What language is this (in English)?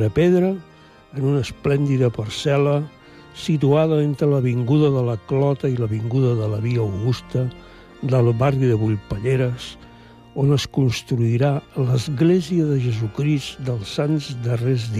Catalan